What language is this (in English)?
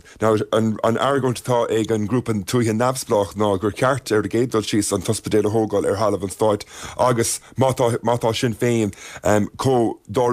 Irish